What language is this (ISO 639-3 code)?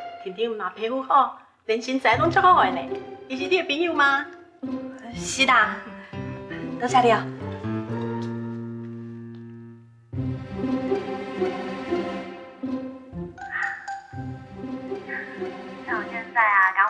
nan